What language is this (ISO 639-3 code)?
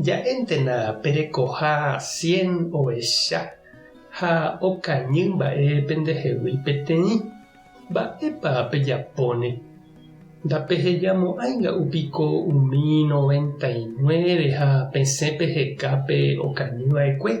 grn